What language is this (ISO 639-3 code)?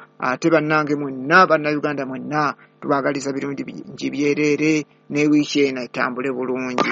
lug